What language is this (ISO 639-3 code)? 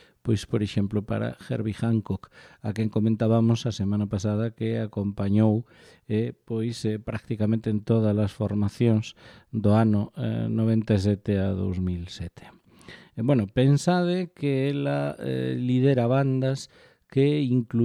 glg